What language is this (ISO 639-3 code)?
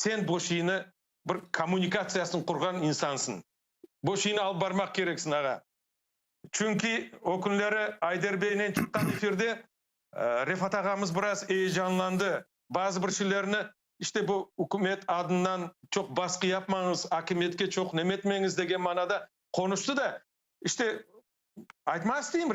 crh